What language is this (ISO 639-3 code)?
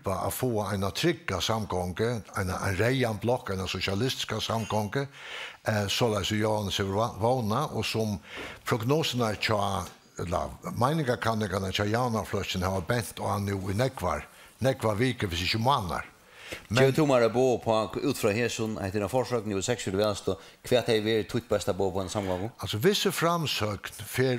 fao